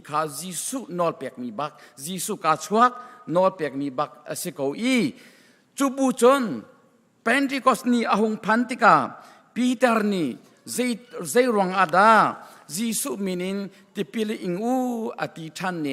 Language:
Hakha Chin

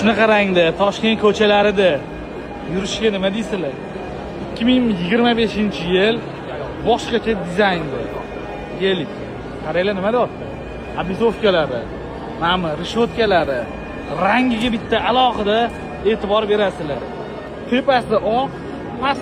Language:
Uzbek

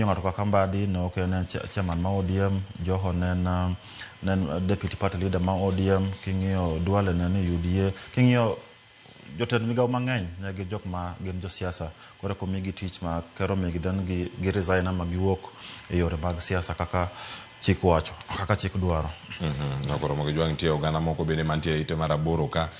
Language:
Luo (Kenya and Tanzania)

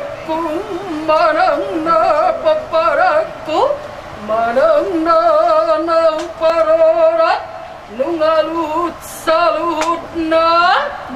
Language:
Batak Toba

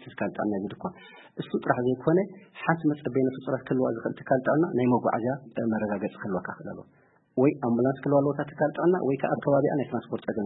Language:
Tigrinya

